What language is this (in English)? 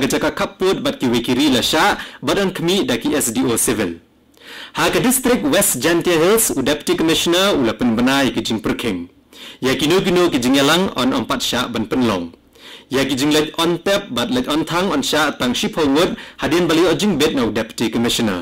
Khasi